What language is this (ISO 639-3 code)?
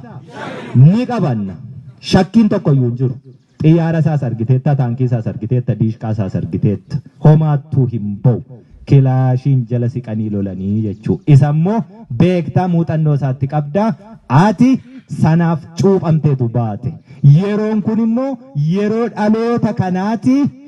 orm